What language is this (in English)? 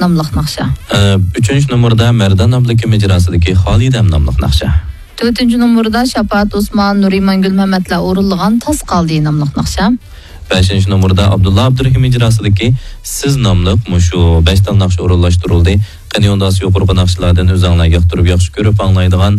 Uyghur